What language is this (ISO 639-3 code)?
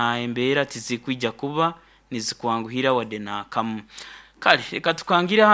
nyo